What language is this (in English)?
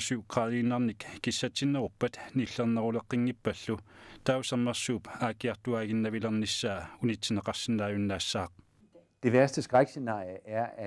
Kalaallisut